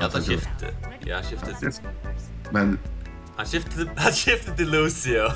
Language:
Faroese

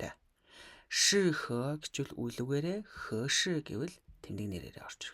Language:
Mongolian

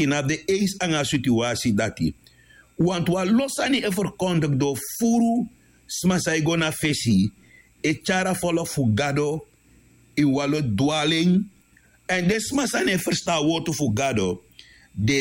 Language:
Sranan Tongo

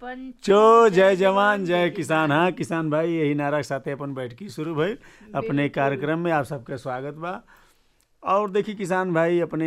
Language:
Bhojpuri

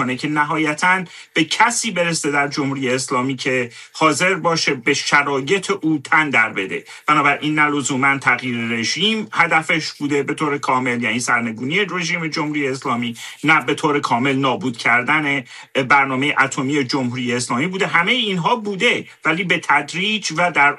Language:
Persian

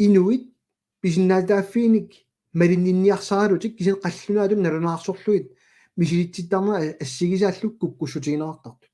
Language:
Kalaallisut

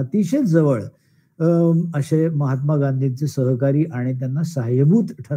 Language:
Marathi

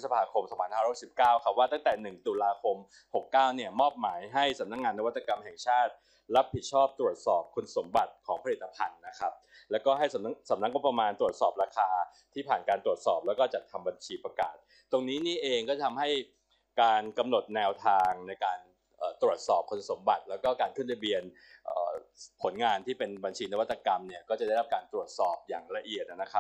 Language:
Thai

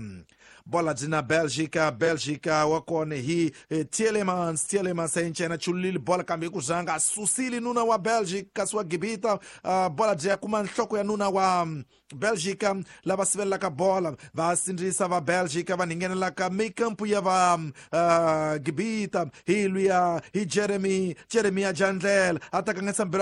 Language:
Tsonga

